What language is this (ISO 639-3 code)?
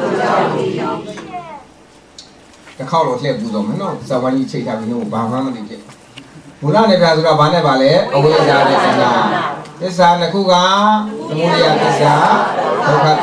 mya